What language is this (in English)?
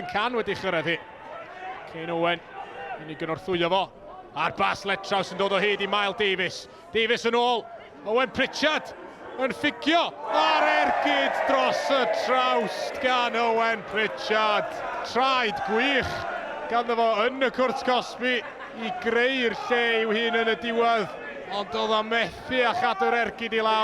Welsh